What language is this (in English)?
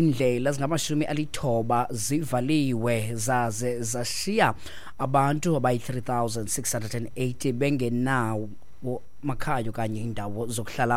Xhosa